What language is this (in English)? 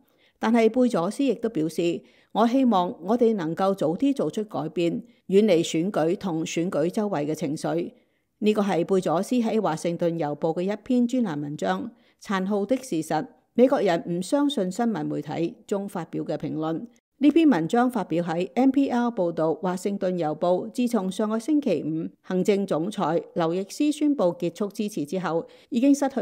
Cantonese